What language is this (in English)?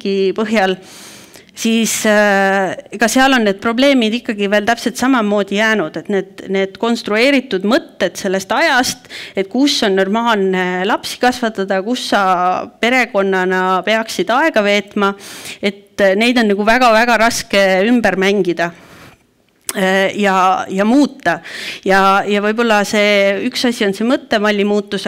Estonian